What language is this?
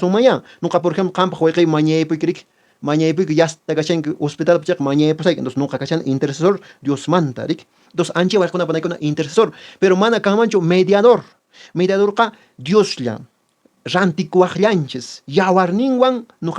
Quechua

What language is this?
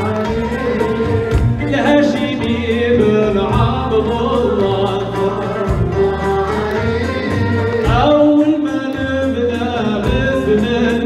Arabic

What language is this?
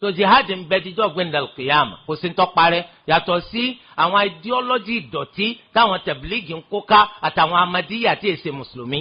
Yoruba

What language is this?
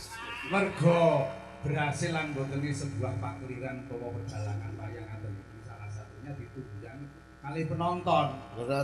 Javanese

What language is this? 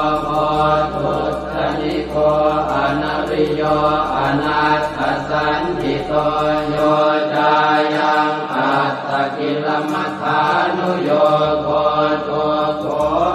Pali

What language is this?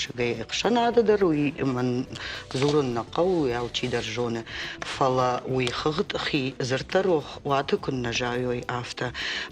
Ossetic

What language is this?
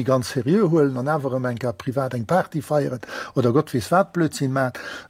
Luxembourgish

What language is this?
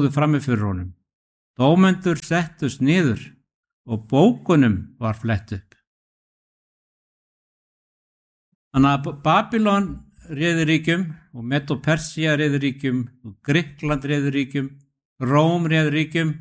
Icelandic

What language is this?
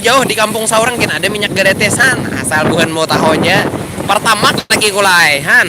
Banjar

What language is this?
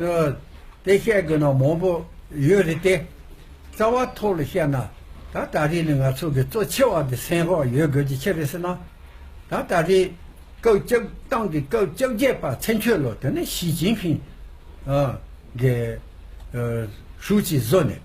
Tibetan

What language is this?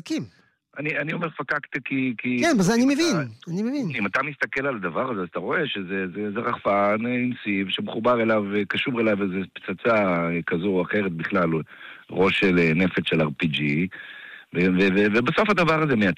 Hebrew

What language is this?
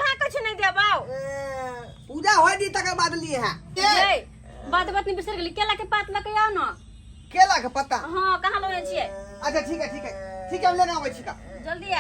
Maithili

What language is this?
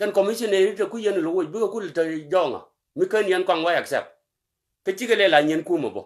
Nuer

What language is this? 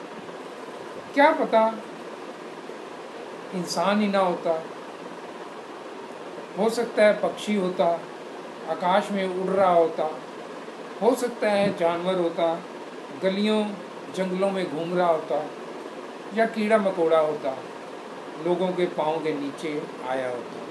Hindi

